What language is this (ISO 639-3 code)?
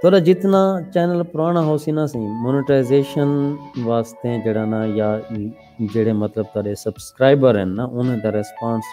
skr